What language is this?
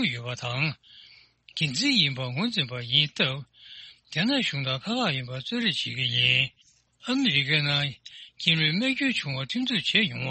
Tibetan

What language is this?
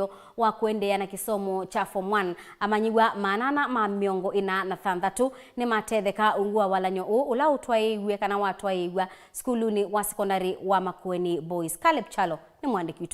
Kamba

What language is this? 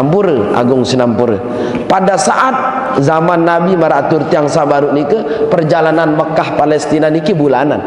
Sasak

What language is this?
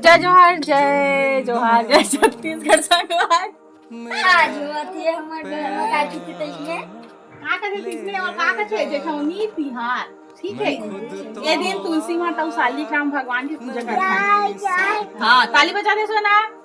Chhattisgarhi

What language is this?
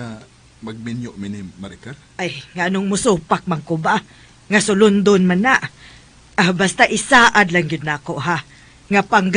Cebuano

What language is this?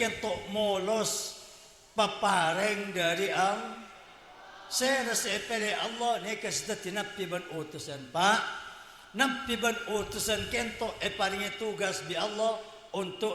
Madurese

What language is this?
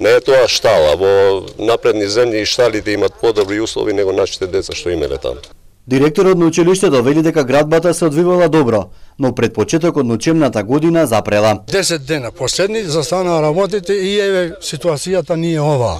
Macedonian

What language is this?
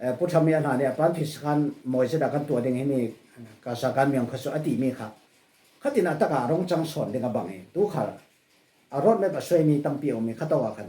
Falam Chin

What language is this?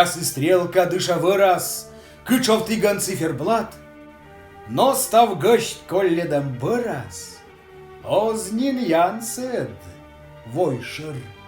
Komi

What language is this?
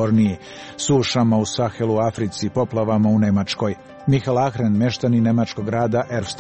Serbian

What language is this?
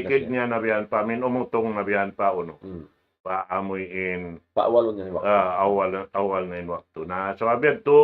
Tausug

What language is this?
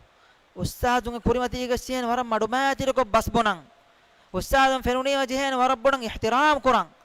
Divehi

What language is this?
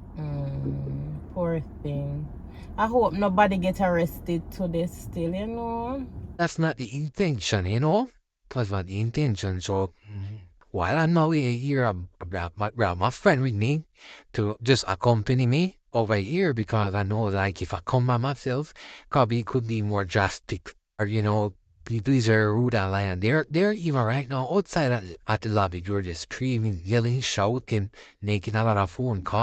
Jamaican Creole English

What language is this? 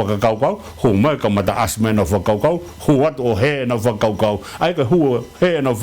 Tongan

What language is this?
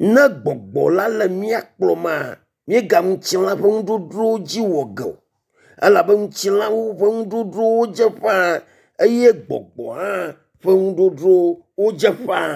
Ewe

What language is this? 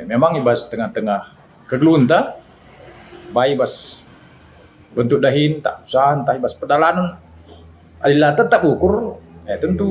Batak Karo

